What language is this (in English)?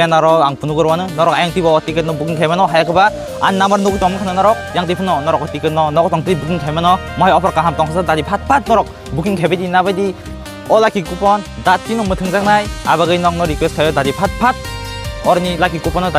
Kok Borok